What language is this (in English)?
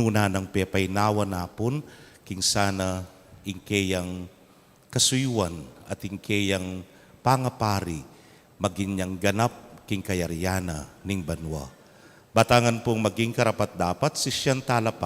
Pampanga